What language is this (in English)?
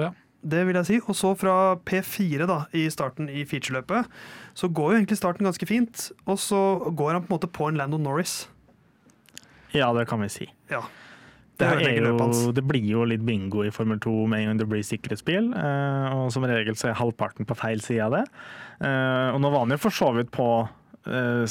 Norwegian